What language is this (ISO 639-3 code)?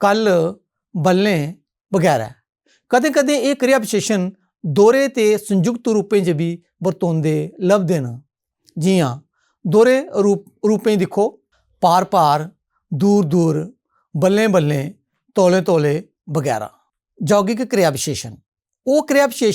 doi